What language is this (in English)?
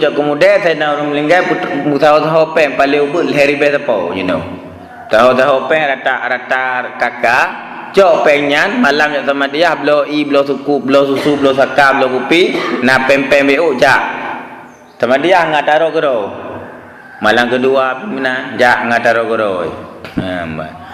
Achinese